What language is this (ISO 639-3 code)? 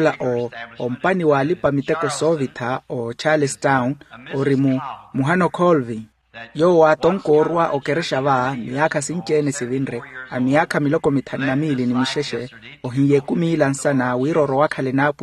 vmw